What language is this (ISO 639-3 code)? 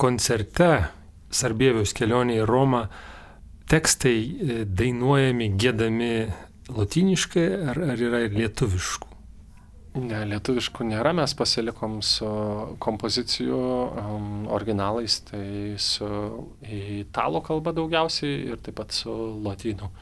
lit